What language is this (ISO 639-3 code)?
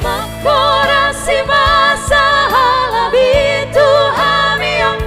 bbc